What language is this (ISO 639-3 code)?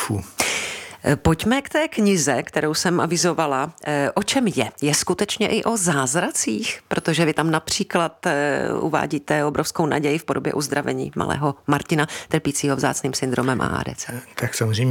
ces